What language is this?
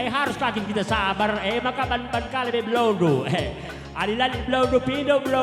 Batak Karo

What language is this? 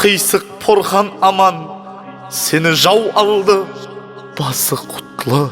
Kara-Kalpak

